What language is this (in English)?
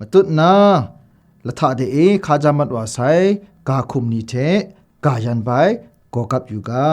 Kachin